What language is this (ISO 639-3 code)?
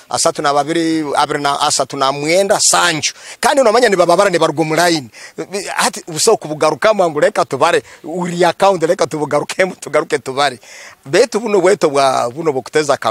nyn